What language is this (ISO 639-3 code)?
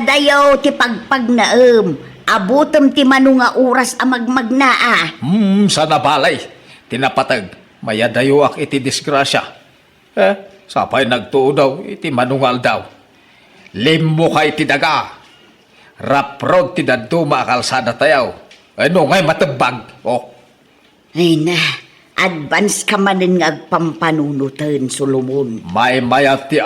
ilo